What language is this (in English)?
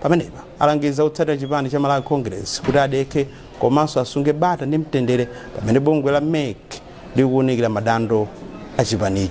Nyanja